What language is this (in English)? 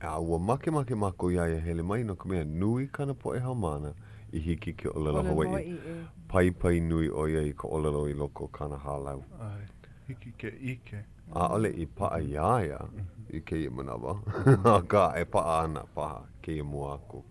Hawaiian